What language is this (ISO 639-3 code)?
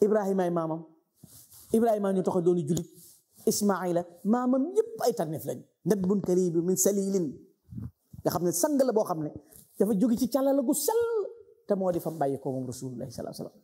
wol